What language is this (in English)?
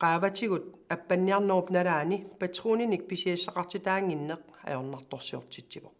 Kalaallisut